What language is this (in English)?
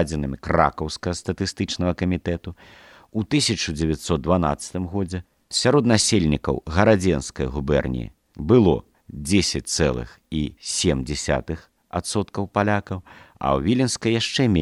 Belarusian